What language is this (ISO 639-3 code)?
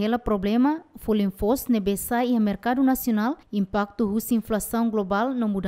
tet